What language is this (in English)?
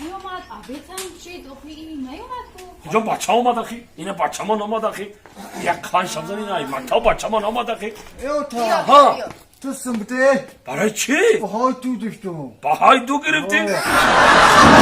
Tajik